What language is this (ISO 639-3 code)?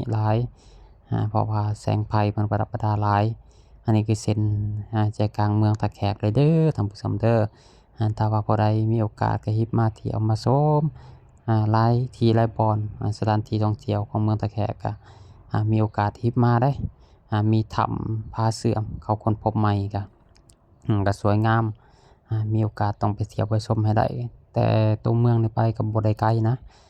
lao